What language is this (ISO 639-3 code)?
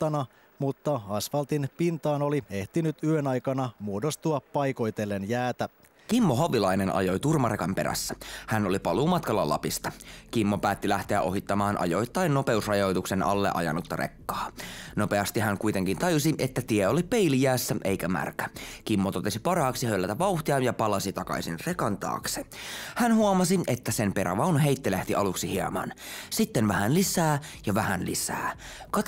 fin